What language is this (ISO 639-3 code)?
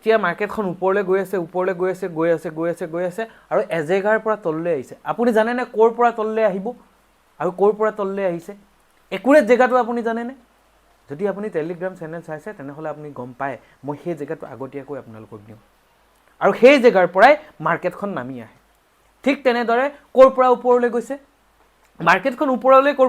asm